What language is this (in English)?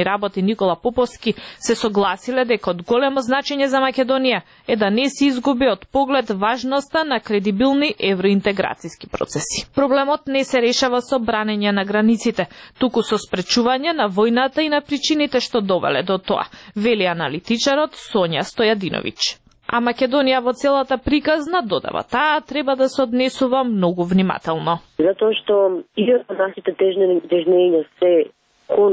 Macedonian